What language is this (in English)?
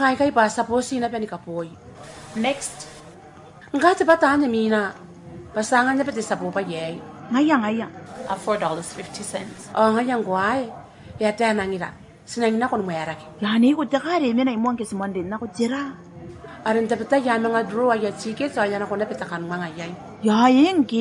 Gilbertese